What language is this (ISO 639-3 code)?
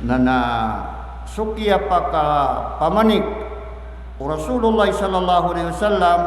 mrw